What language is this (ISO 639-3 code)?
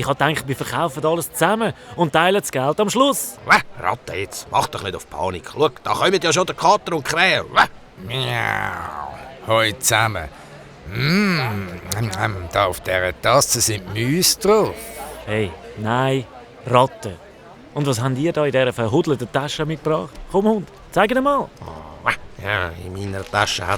gsw